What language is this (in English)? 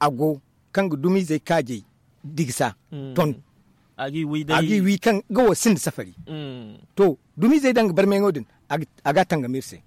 Zarma